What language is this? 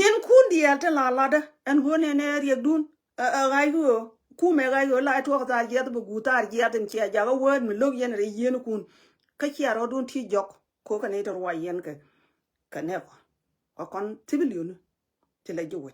Nuer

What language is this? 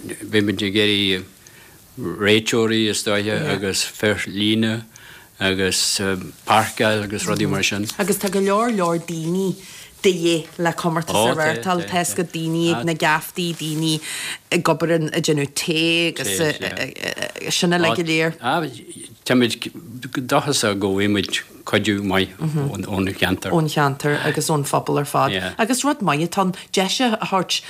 Irish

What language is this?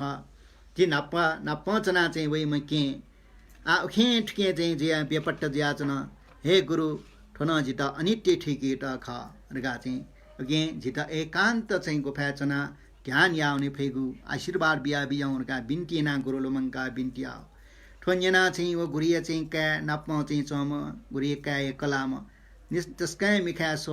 Newari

